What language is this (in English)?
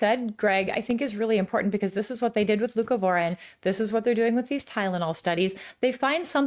English